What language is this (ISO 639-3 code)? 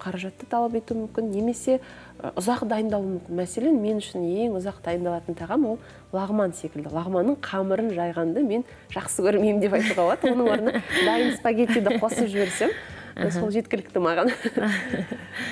kaz